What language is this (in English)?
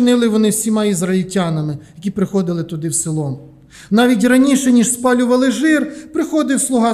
Ukrainian